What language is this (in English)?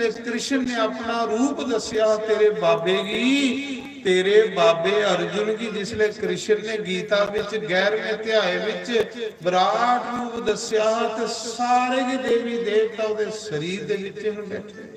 Dogri